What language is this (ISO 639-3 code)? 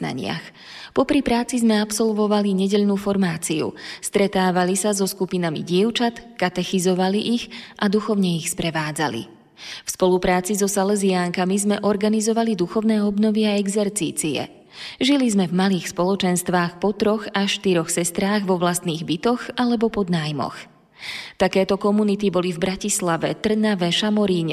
slk